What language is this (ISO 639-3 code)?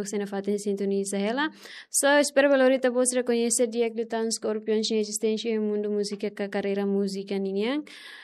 tet